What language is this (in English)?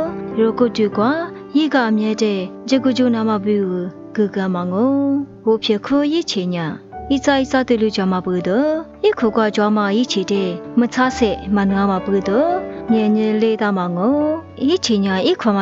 Lisu